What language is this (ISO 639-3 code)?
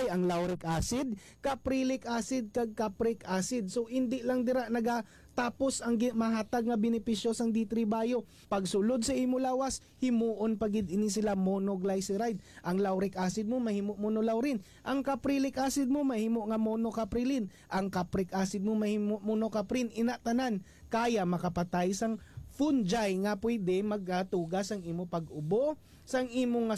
hil